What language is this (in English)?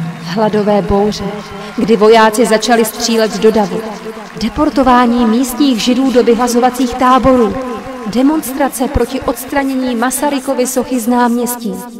Czech